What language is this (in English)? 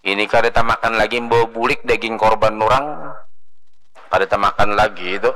Banjar